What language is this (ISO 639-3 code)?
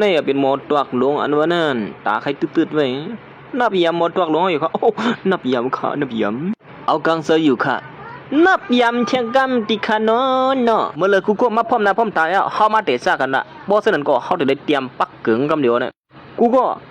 shn